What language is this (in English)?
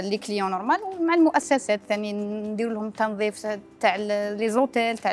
Algerian Arabic